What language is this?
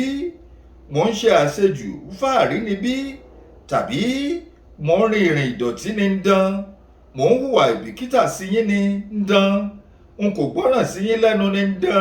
Yoruba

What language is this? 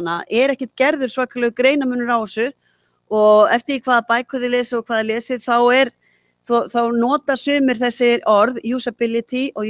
Icelandic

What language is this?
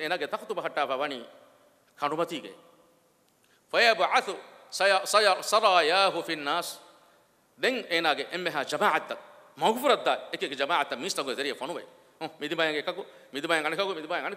Divehi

